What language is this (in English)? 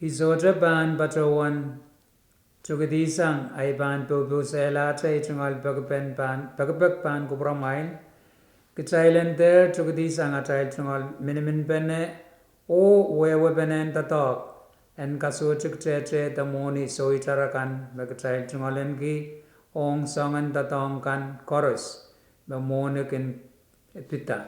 Pohnpeian